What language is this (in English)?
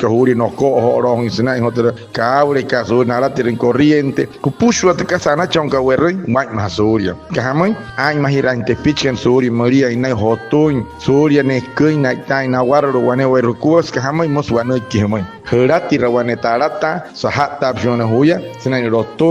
Wayuu